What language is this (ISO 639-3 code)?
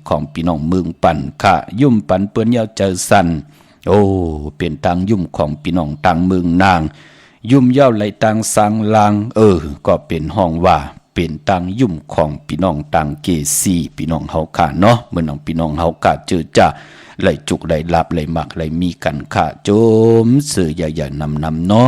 shn